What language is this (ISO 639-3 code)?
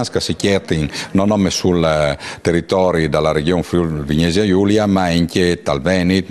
fur